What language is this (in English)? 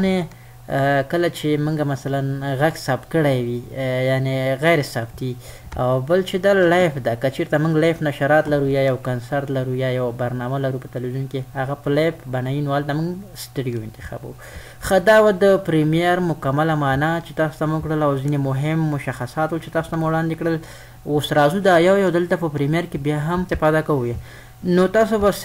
Pashto